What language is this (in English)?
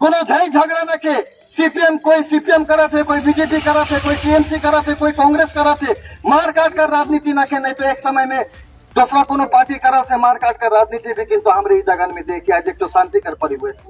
Sadri